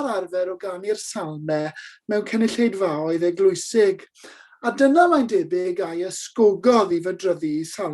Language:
Welsh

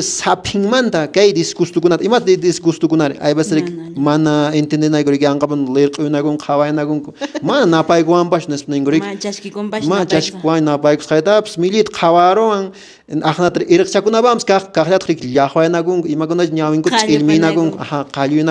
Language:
Quechua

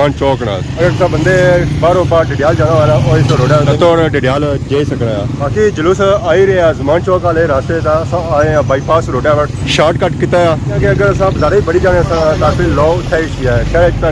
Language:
Pahari-Potwari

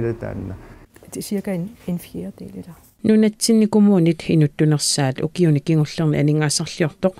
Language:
Kalaallisut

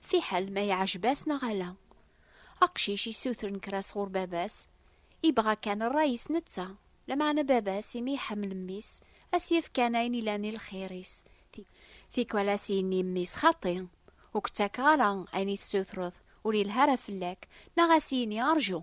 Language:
Kabyle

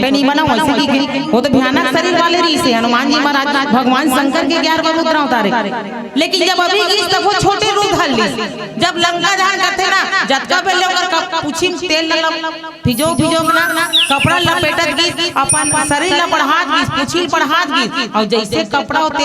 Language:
Chhattisgarhi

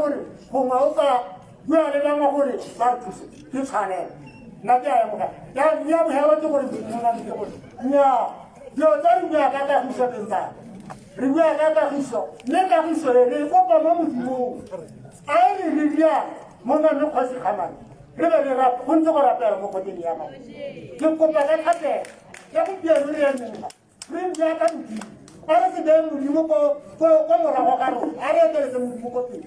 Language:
Tswana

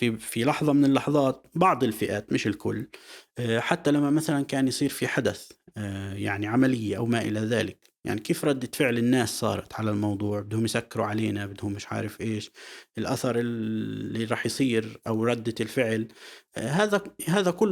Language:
North Levantine Arabic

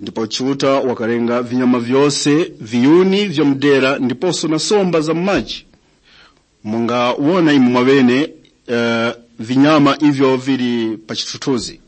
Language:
Tumbuka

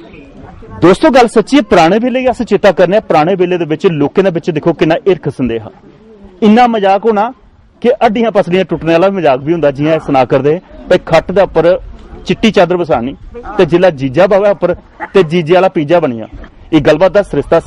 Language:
Dogri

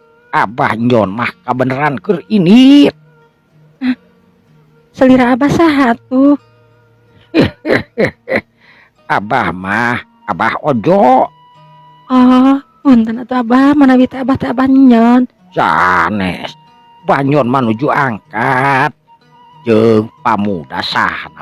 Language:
Sundanese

